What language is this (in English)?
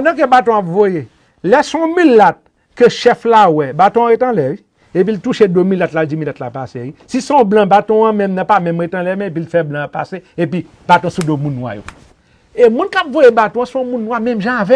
Haitian Creole